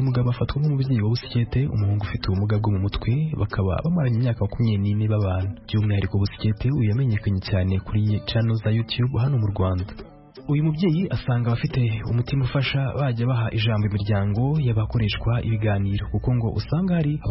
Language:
Kinyarwanda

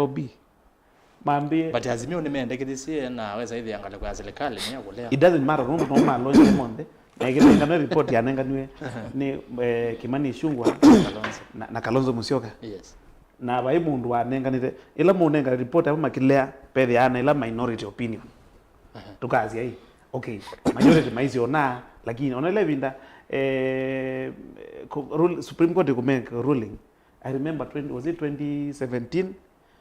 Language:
Kamba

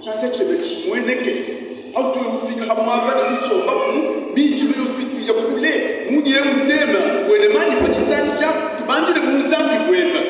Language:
Luba-Lulua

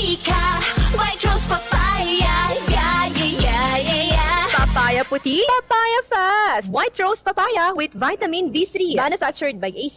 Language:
Bikol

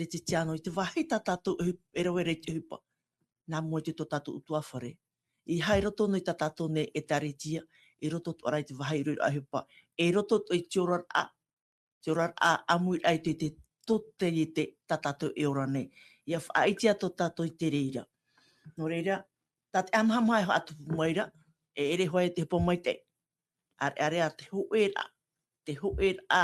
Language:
Tahitian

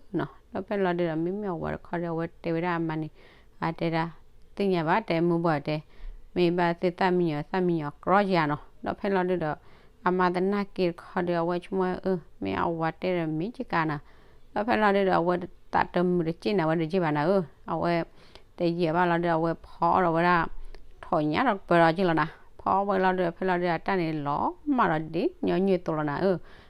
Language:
S'gaw Karen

